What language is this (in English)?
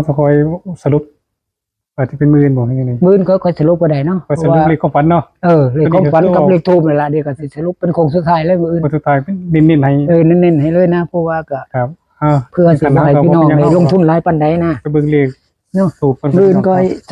Northeastern Thai